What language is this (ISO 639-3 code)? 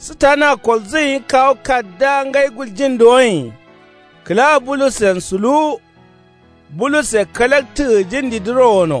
kau